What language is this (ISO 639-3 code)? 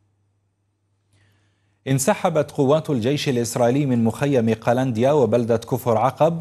ara